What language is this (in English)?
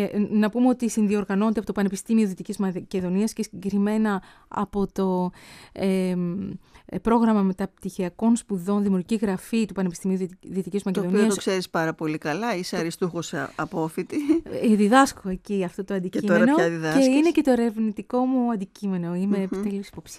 Greek